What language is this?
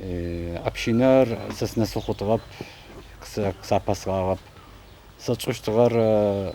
Adyghe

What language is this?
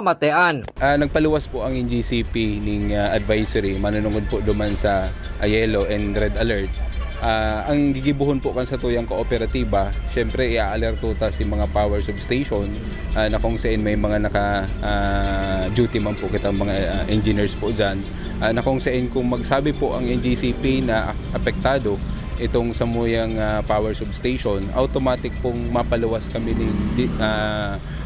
Bikol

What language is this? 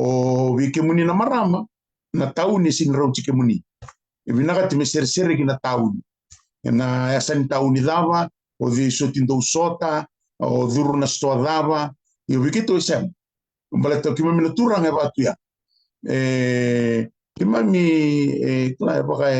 Fijian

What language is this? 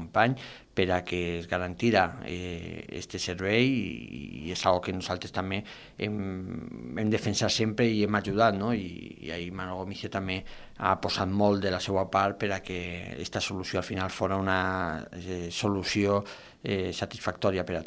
Catalan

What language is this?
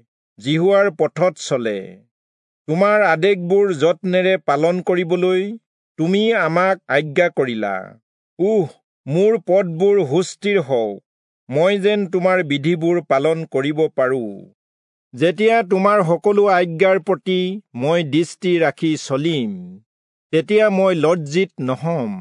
Assamese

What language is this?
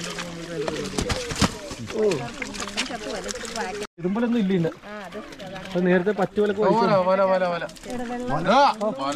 Malayalam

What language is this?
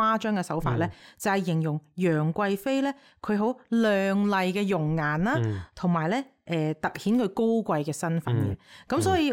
Cantonese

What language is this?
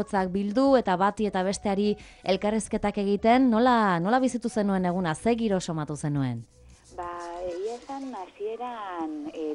Basque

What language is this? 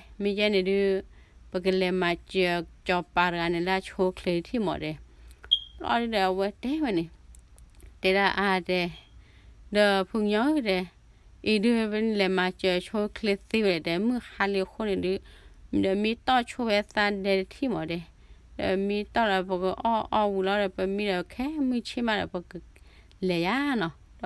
S'gaw Karen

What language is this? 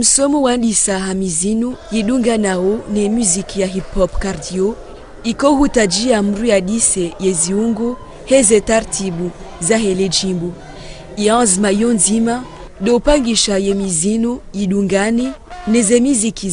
Ngazidja Comorian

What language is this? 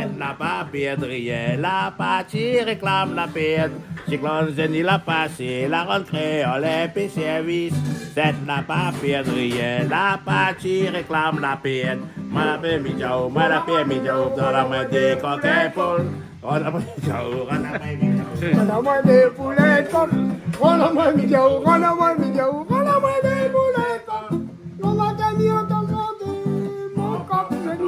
Réunion Creole French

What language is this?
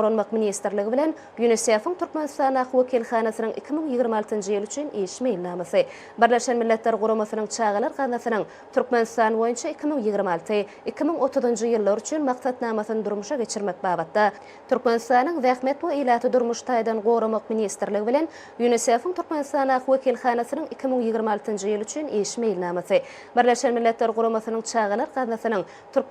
Turkmen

